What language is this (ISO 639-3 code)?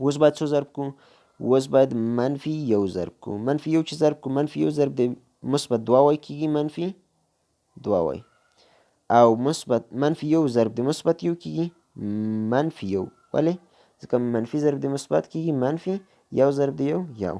pus